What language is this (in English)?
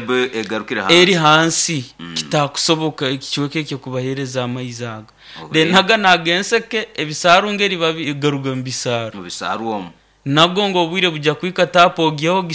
Nyoro